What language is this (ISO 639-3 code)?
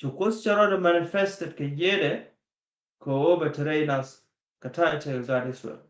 nus